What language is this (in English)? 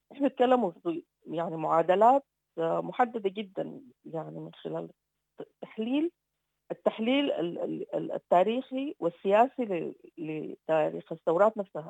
Sudanese Arabic